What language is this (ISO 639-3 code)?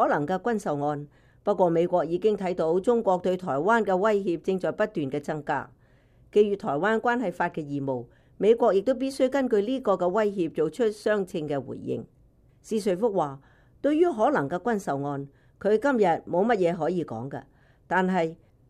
yue